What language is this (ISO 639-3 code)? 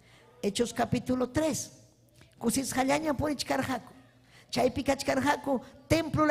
quy